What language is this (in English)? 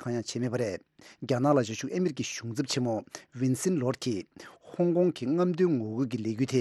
Tibetan